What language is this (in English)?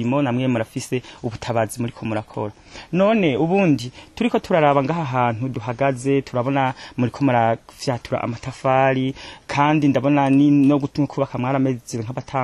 Rundi